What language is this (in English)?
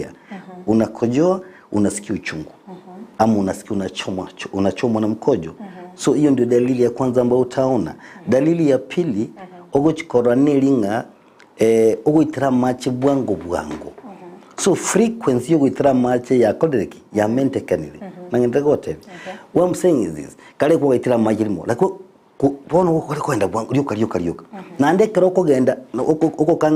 Gusii